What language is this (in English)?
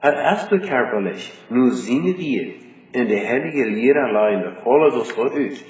Plautdietsch